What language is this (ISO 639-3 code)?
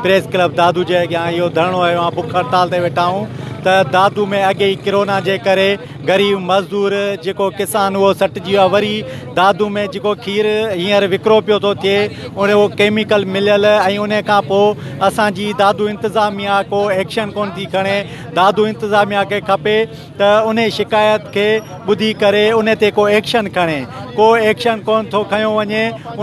snd